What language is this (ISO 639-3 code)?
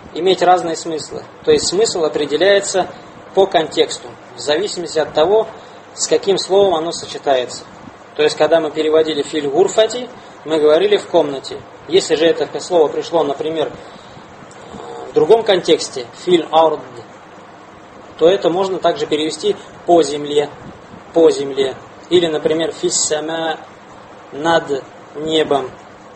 rus